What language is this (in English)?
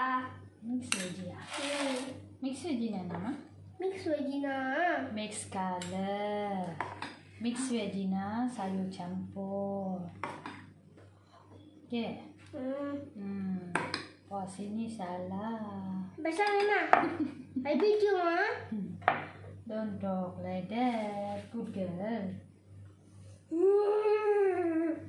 Malay